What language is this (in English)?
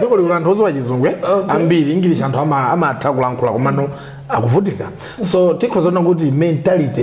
Nyanja